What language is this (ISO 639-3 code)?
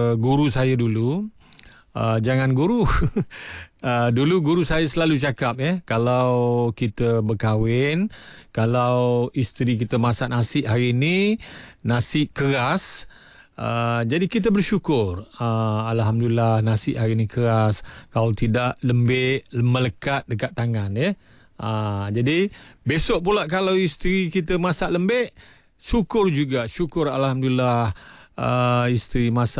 msa